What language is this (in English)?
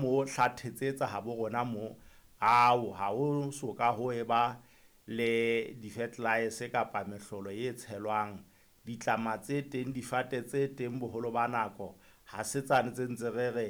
Southern Sotho